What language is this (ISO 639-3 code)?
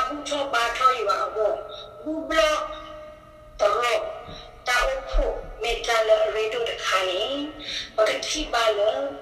ksw